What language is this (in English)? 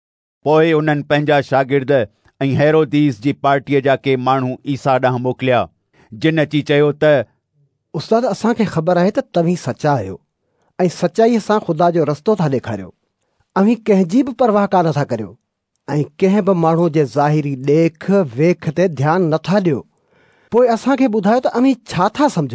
Sindhi